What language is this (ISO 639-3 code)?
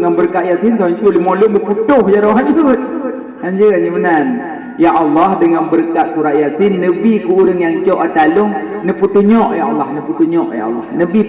ace